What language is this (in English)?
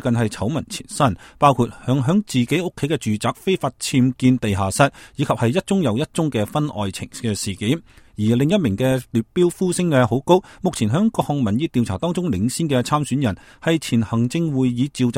Cantonese